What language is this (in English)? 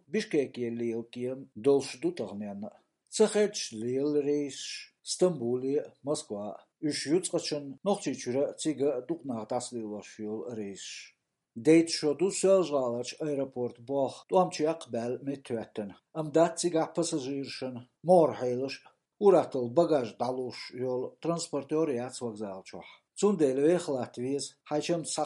Chechen